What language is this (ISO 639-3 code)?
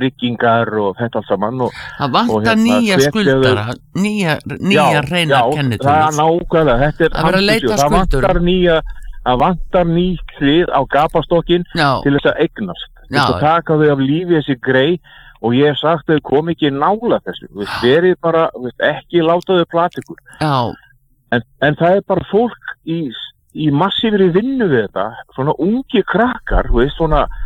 isl